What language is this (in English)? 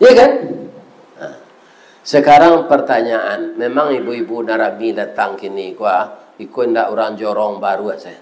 Minangkabau